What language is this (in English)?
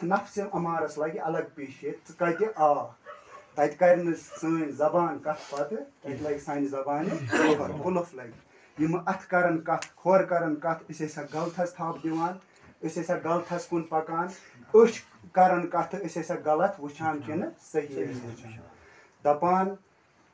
Kashmiri